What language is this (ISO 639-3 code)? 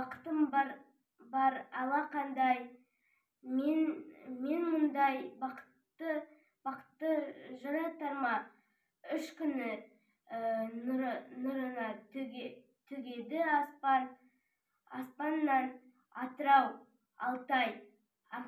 kaz